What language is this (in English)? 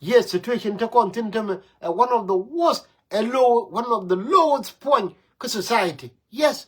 Nuer